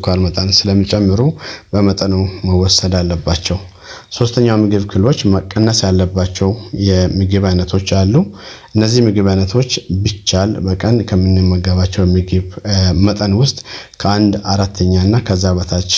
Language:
Amharic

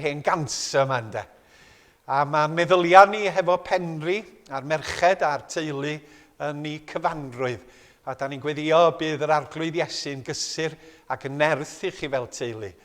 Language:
Welsh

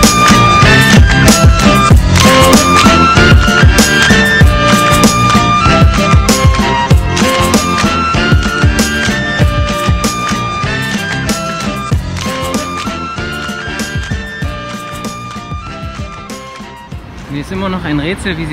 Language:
German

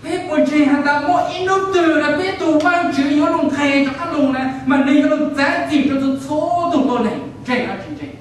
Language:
Hmong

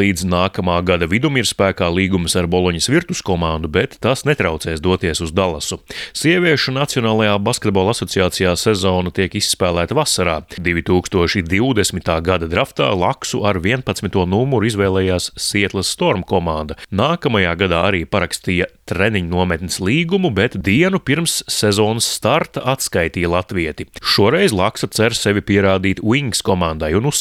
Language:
Latvian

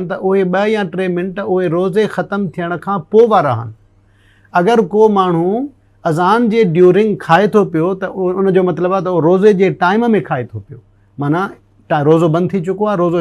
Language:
Sindhi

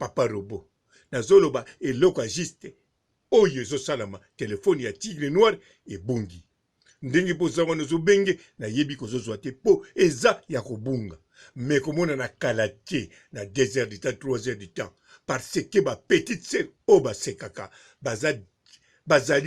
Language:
Lingala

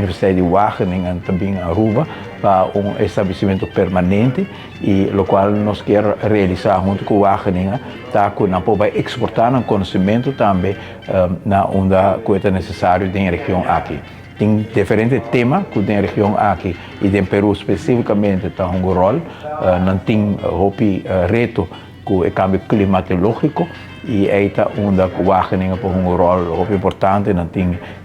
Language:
Papiamento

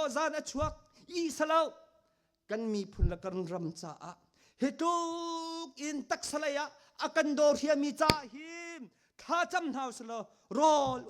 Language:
Hakha Chin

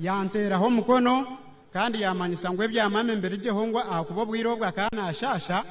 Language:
Nyankole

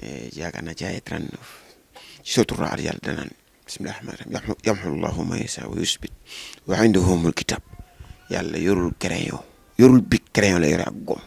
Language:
Wolof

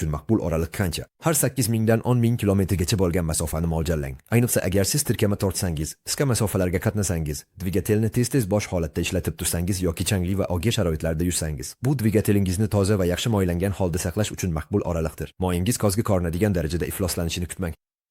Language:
Uzbek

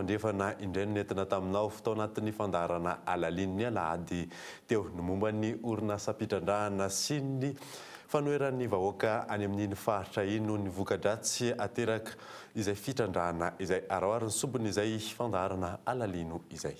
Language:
Malagasy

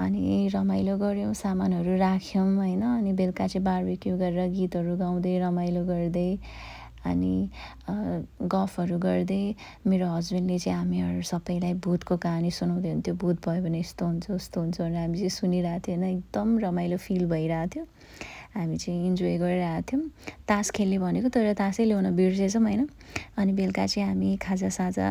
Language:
Nepali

